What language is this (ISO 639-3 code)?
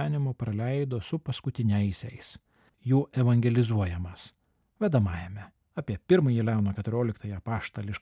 lit